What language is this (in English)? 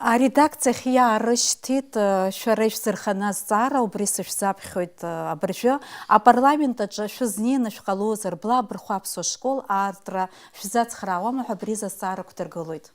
Abkhazian